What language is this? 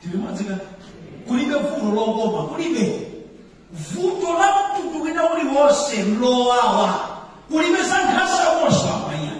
Nyanja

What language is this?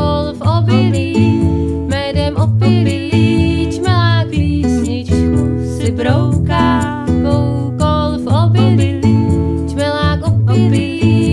Czech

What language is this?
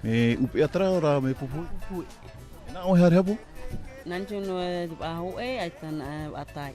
Tahitian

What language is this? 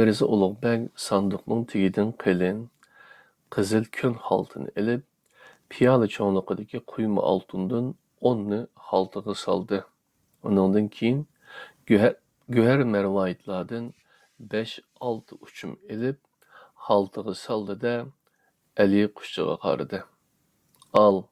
Uyghur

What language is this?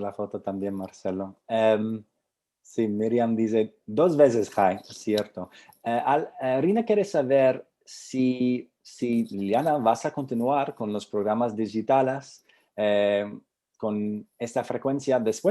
Ladino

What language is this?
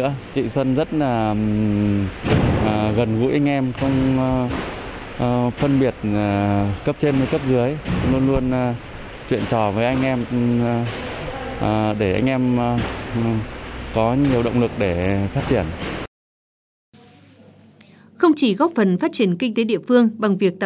Vietnamese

